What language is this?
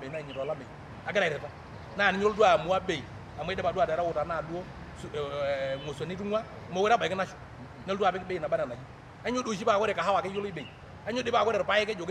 Masai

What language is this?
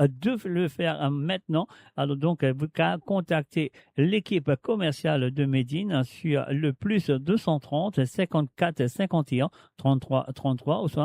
Morisyen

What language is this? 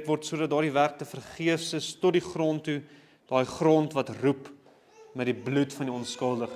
Afrikaans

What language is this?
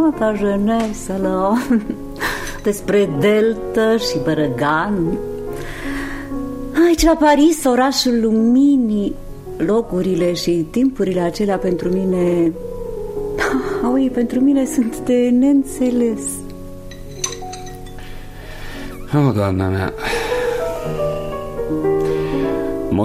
Romanian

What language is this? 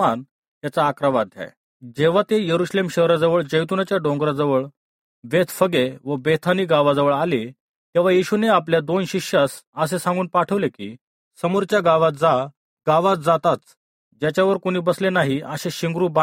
Marathi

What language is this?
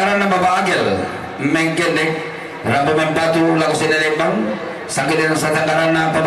Toraja-Sa'dan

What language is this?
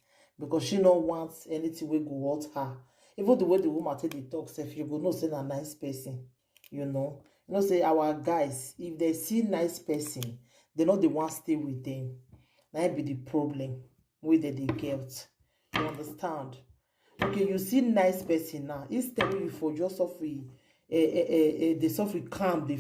Nigerian Pidgin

